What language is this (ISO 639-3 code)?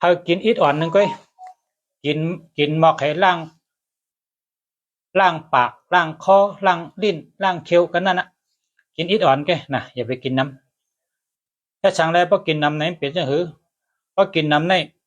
shn